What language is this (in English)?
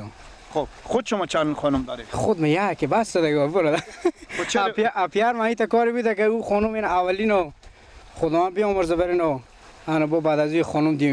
Persian